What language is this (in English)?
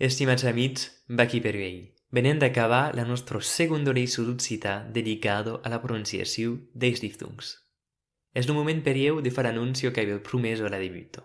Occitan